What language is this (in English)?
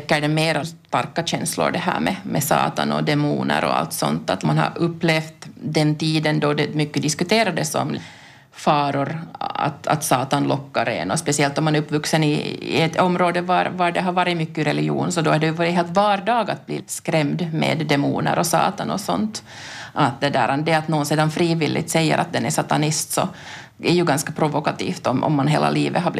Swedish